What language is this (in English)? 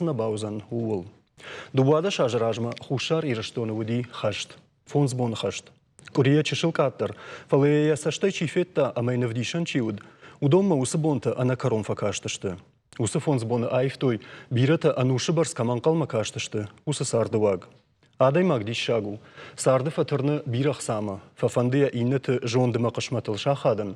Ossetic